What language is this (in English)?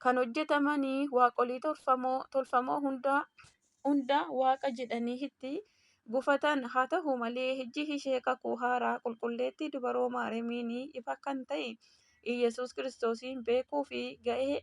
Oromo